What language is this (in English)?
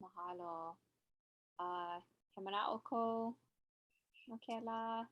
Hawaiian